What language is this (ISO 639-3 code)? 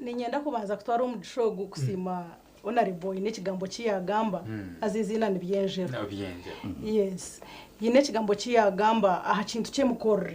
nyn